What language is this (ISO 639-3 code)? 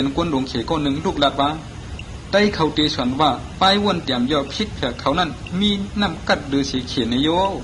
shn